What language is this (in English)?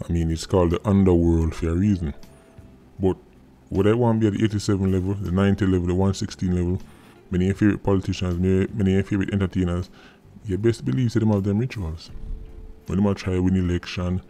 Jamaican Creole English